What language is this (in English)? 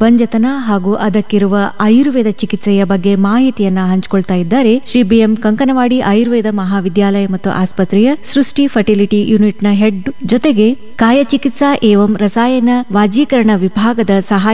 Kannada